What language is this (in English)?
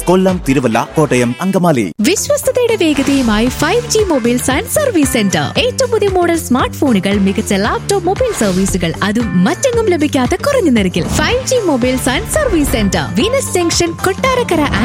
Malayalam